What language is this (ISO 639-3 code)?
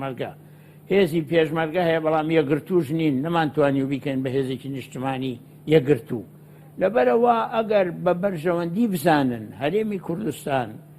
ckb